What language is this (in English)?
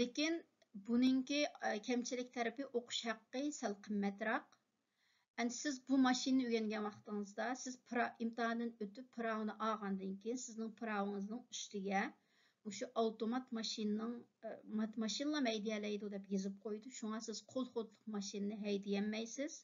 Uyghur